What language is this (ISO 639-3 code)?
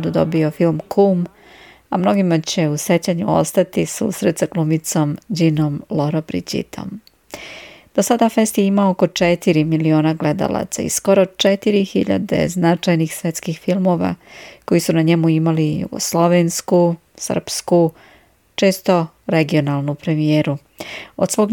srp